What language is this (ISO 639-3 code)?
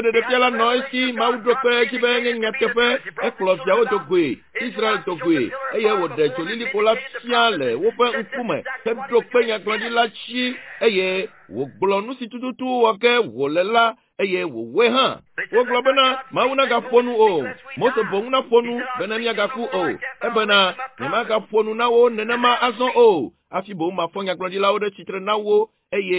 ewe